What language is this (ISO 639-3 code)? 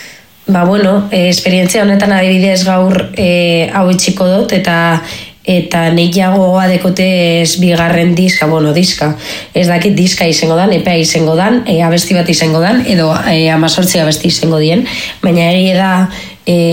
eus